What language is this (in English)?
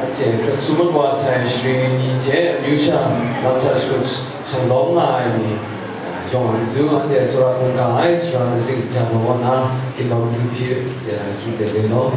Kachin